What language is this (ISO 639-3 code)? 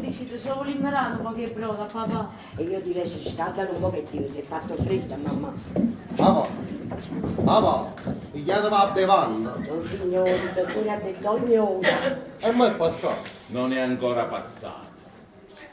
nap